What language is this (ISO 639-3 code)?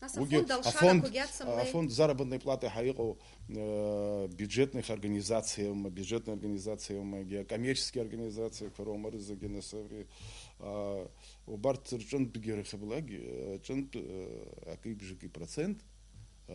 abk